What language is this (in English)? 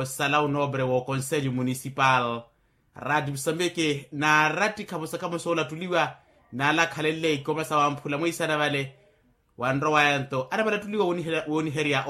Makhuwa